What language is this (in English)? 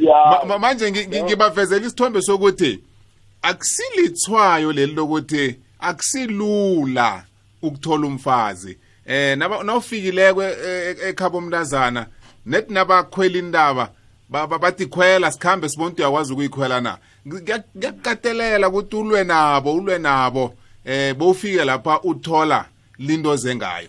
South Ndebele